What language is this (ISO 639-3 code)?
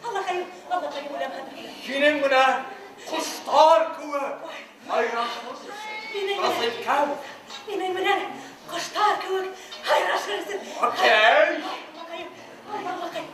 bak